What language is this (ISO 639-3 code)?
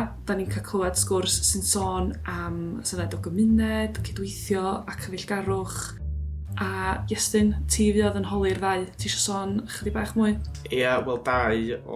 cym